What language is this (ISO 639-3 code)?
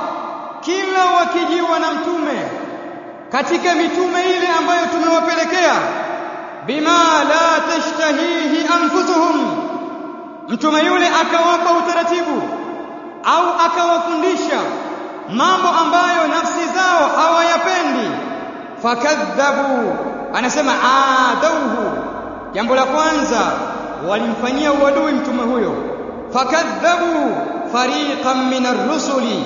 swa